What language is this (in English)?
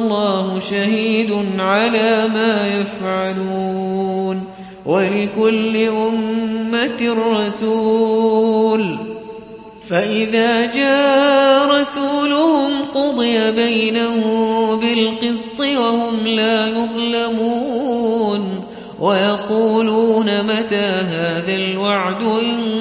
Arabic